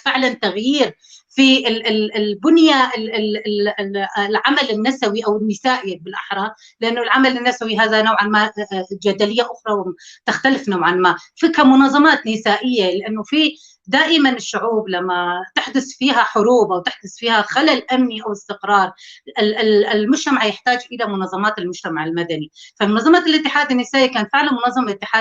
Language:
North Levantine Arabic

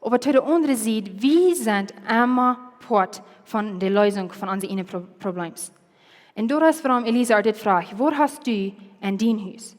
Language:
Plautdietsch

